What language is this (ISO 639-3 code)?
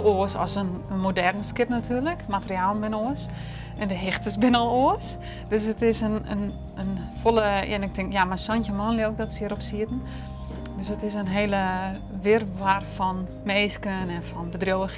fry